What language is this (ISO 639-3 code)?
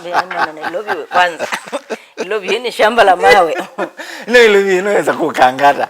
kam